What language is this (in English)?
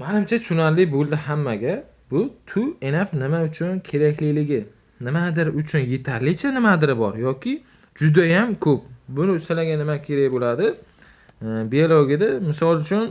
Uzbek